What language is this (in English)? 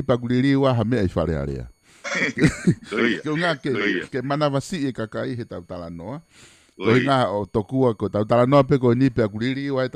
Tongan